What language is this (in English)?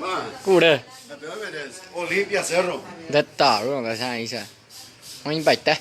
Guarani